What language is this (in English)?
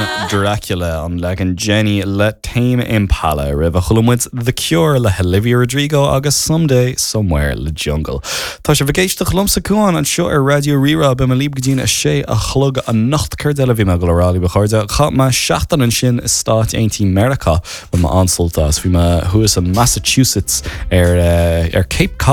Irish